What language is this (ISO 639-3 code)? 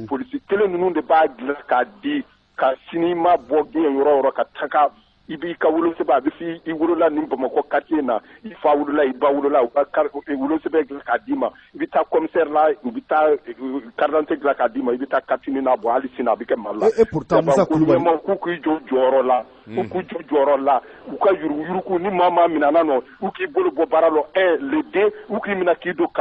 bam